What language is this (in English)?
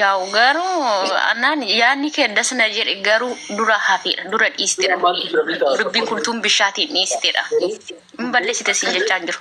Oromo